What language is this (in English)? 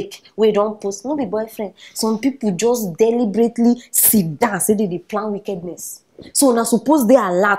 Nigerian Pidgin